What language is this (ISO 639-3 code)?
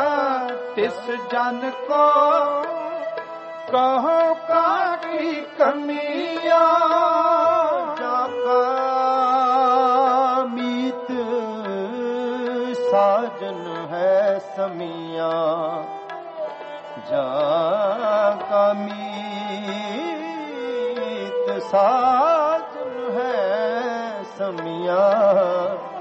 pan